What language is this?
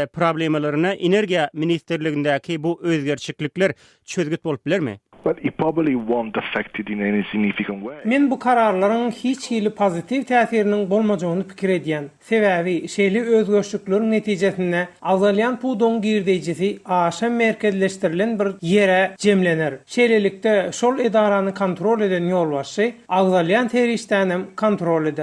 Turkmen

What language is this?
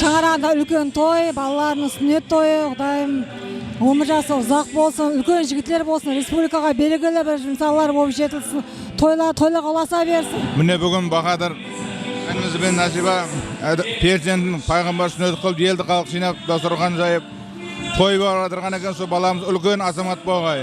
Kara-Kalpak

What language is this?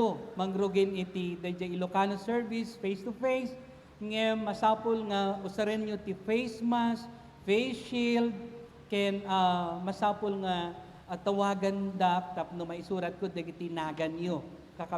Iloko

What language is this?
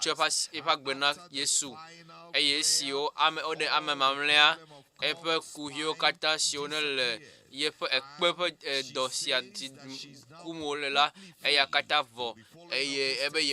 Ewe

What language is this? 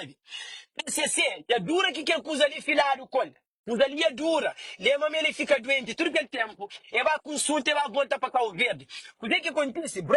Kabuverdianu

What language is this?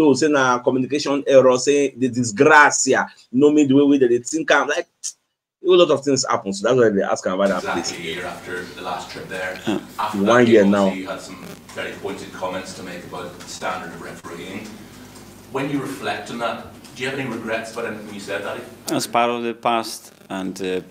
Nigerian Pidgin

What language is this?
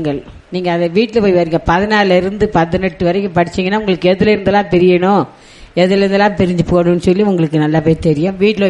Tamil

